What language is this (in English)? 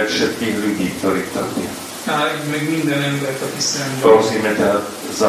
Slovak